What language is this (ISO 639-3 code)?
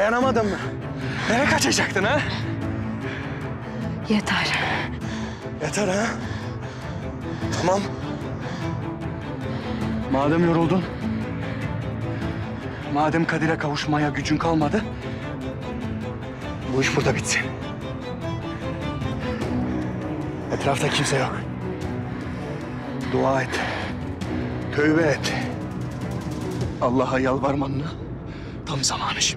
tur